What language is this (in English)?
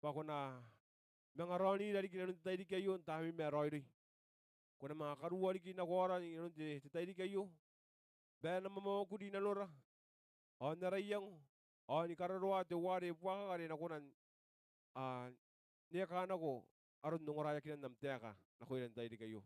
Gilbertese